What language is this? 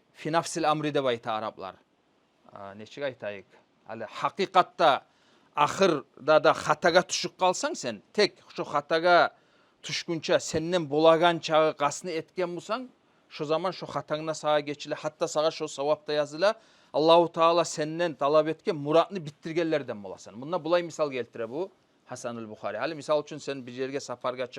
Kumyk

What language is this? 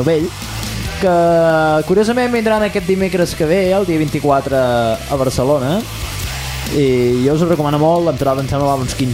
Catalan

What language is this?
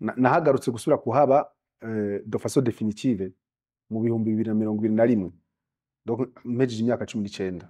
Rundi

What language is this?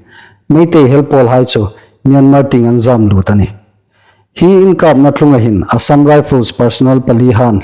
Hmar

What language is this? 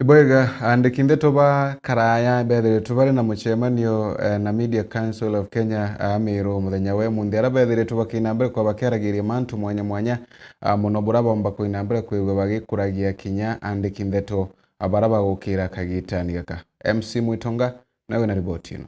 Meru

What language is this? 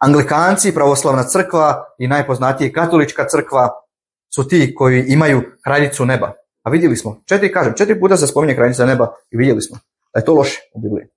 Bosnian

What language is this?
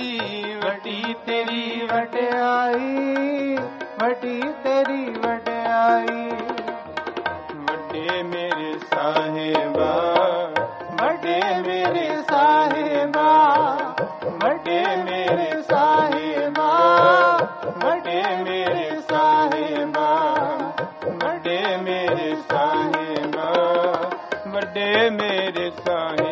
Punjabi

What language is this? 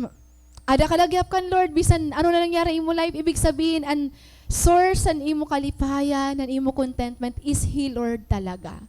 Waray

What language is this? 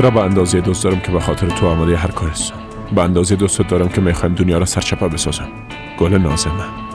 Persian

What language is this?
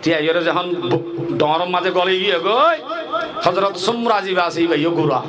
Rohingya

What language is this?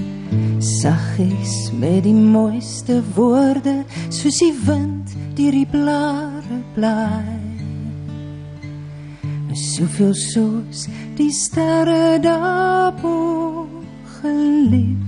Afrikaans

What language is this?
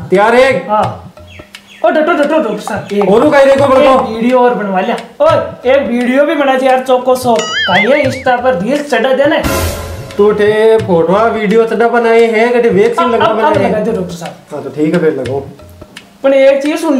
Hindi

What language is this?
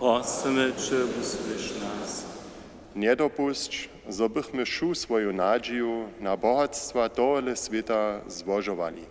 Upper Sorbian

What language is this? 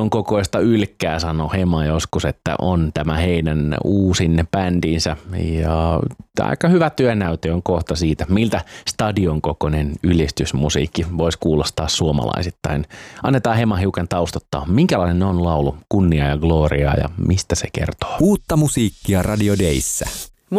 Finnish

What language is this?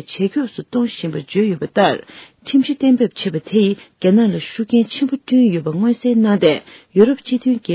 Tibetan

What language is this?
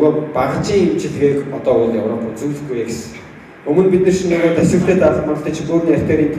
Mongolian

